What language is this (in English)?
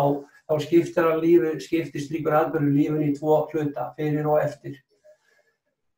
Icelandic